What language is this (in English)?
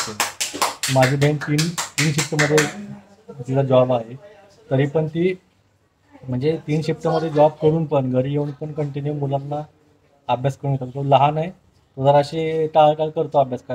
Marathi